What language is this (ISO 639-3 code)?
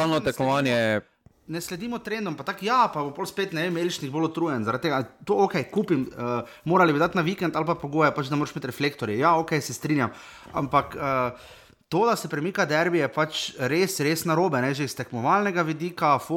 slv